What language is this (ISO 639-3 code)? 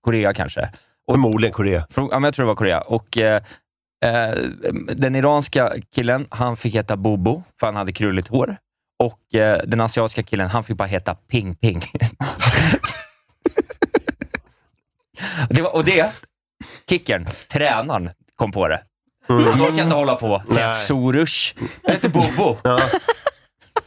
swe